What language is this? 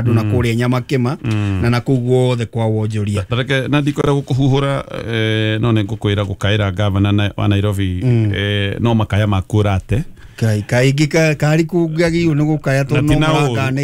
Kikuyu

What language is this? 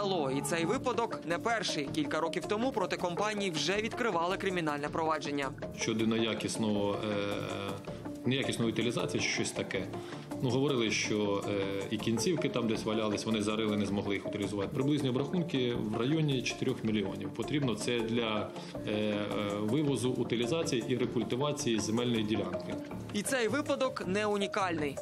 Ukrainian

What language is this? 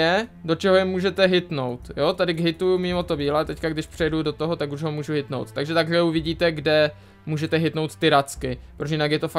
Czech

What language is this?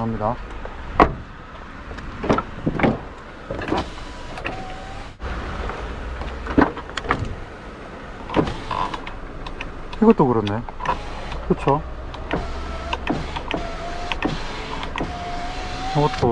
Korean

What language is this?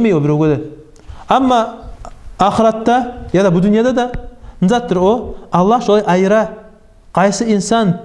Kumyk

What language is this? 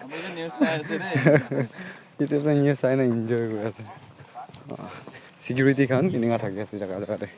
Naga Pidgin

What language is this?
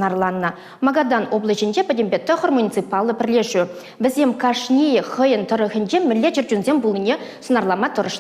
Chuvash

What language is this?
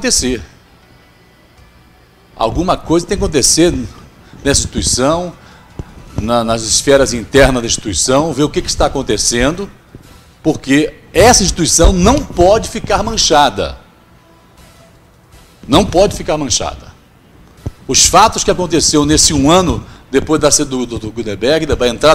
Portuguese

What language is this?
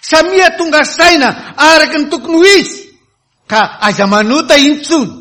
Malagasy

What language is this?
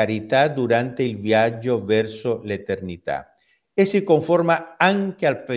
Italian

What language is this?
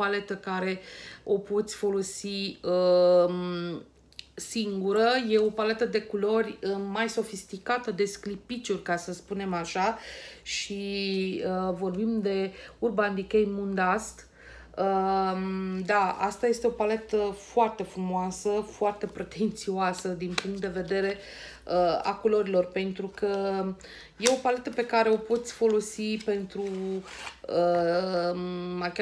Romanian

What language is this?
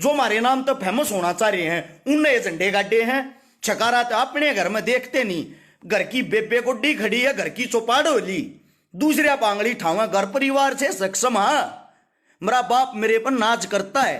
Haryanvi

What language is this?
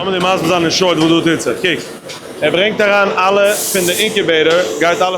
Yiddish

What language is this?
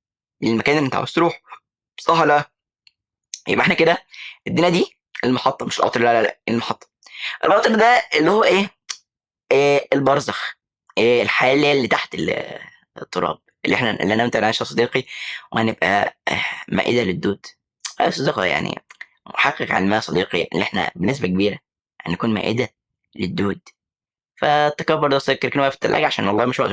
Egyptian Arabic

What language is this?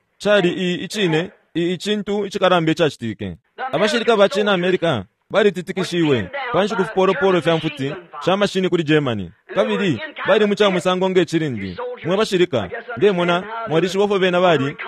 Bemba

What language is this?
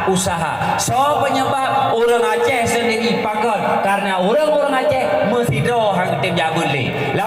Achinese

